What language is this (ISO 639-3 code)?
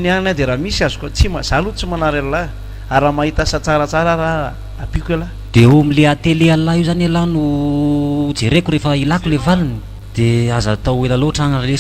mlg